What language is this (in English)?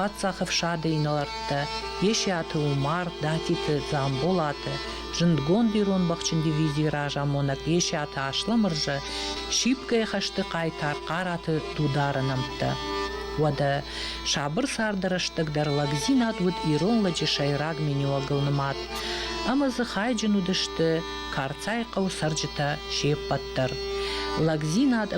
Ossetic